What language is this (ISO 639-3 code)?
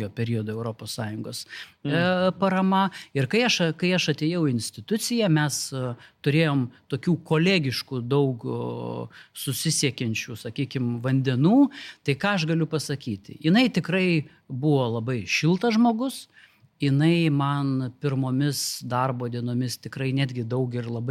lit